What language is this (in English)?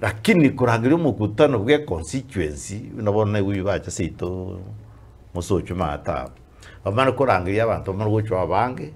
Gusii